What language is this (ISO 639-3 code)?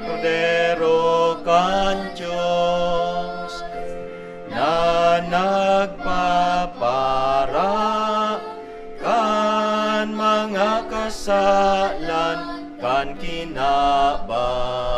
bik